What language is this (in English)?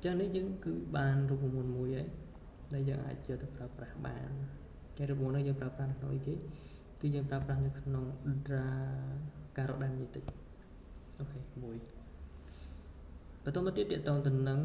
Khmer